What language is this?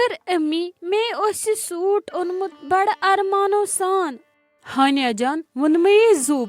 Kashmiri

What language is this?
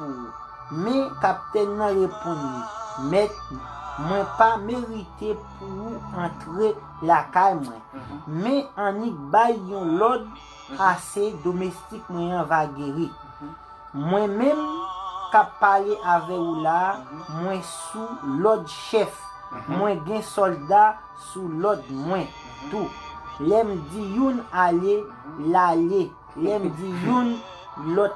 Haitian Creole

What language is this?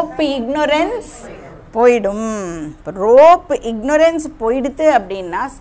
Tamil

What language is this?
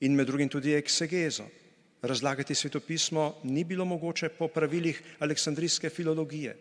Slovenian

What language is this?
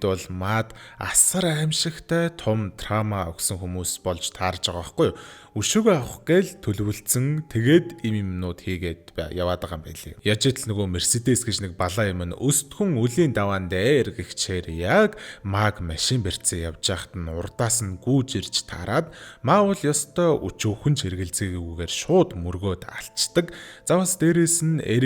Mongolian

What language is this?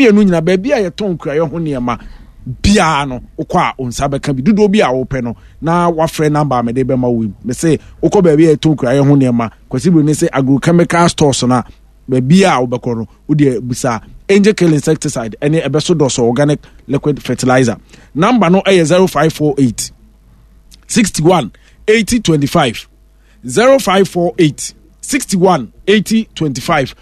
Akan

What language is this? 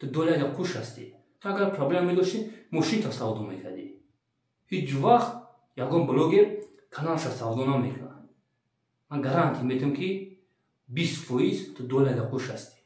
Tajik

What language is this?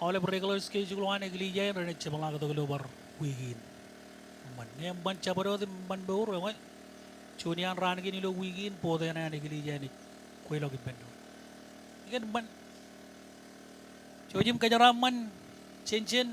Marshallese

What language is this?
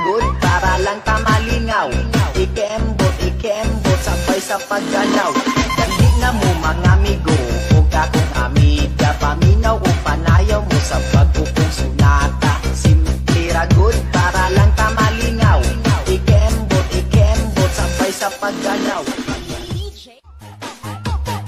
Cebuano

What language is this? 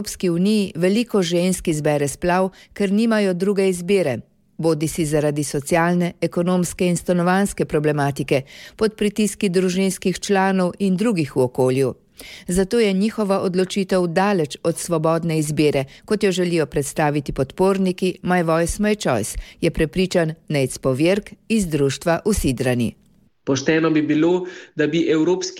Slovenian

